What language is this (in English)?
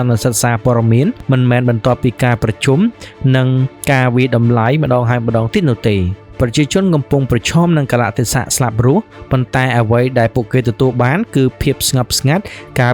Khmer